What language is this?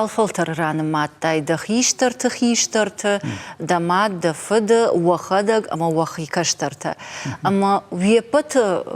Ossetic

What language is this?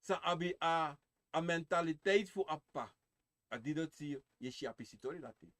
Sranan Tongo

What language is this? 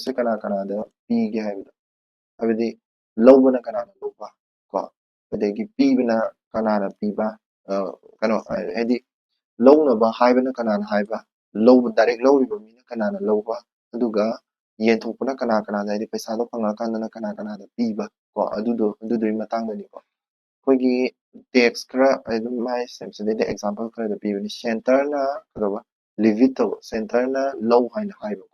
Manipuri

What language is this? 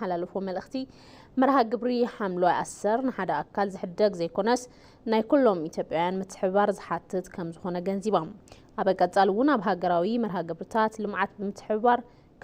Tigrinya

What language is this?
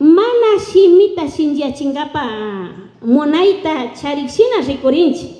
Imbabura Highland Quichua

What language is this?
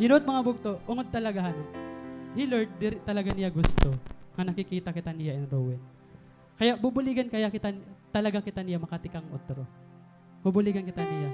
Waray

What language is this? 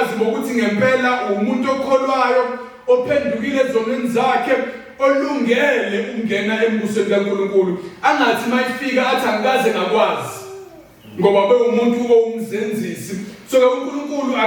Zulu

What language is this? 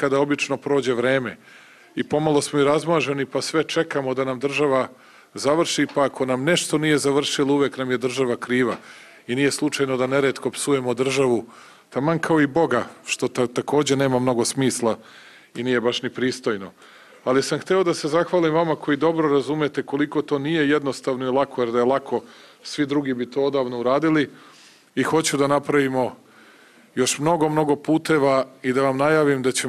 Serbian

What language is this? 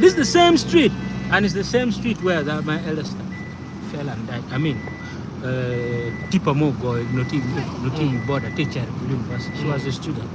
Acoli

